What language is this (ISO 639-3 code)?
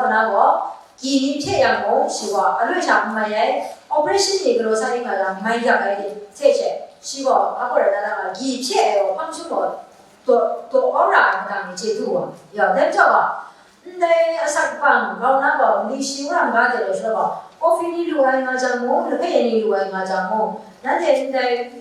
kac